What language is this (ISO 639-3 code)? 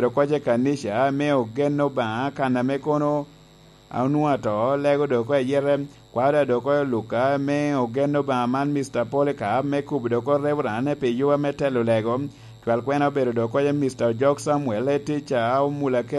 laj